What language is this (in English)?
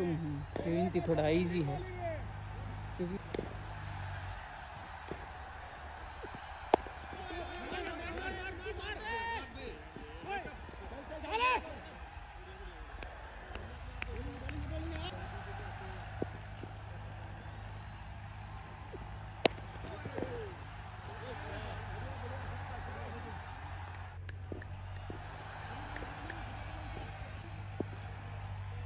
Hindi